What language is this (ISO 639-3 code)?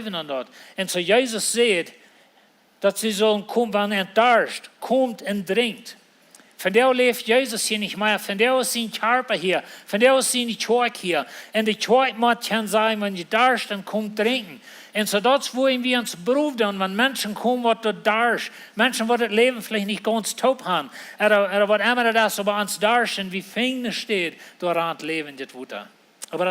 pdt